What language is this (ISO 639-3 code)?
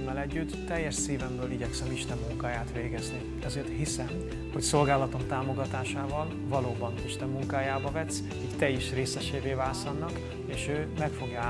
hun